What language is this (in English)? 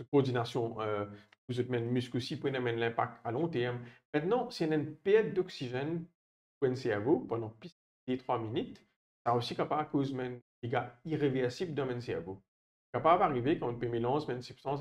Morisyen